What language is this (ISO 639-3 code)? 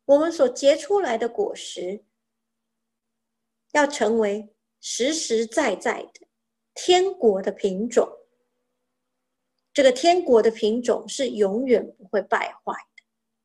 zho